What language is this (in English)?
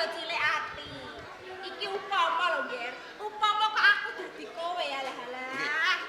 Javanese